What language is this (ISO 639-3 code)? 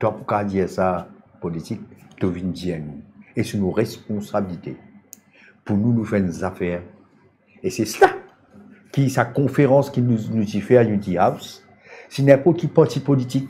mfe